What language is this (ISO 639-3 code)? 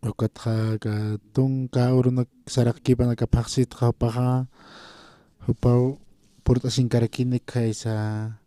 aym